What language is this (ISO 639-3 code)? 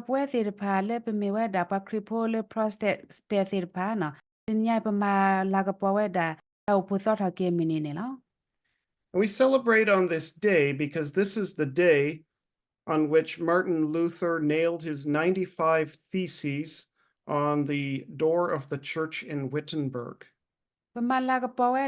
ksw